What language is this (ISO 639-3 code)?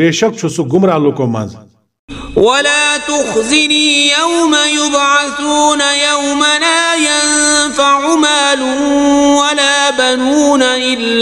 kas